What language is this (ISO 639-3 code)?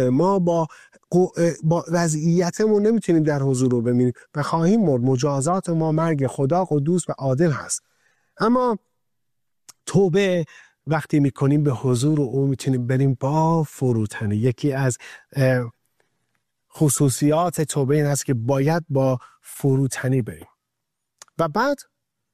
fas